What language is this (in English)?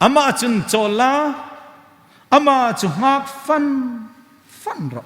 Hmar